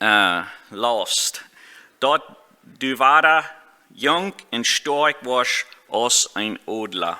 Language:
Plautdietsch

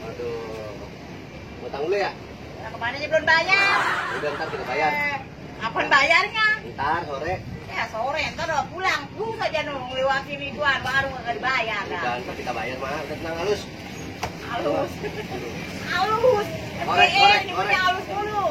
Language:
Betawi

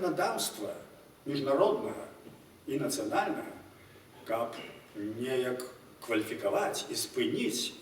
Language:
Belarusian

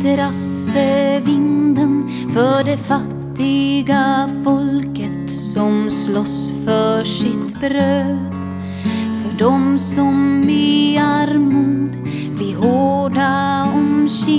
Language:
Swedish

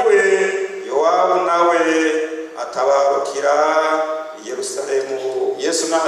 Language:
Rundi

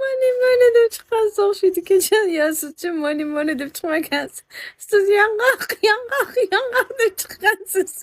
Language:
Uzbek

